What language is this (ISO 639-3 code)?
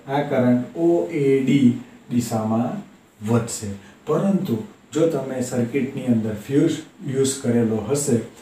guj